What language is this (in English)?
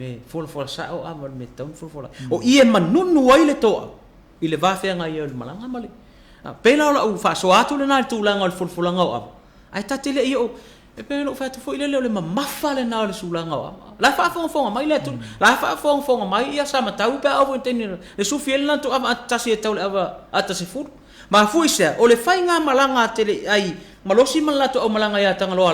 Samoan